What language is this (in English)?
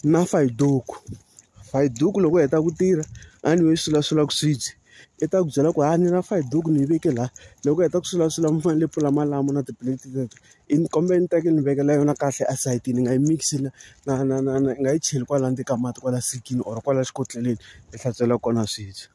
Tsonga